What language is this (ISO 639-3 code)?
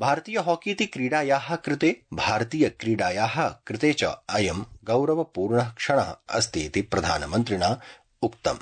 san